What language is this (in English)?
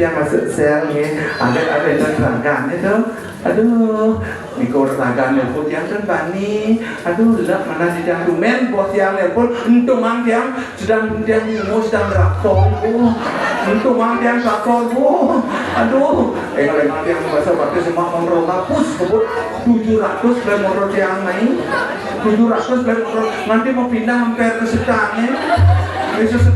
Balinese